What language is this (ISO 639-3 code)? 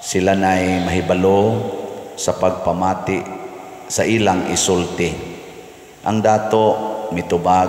ceb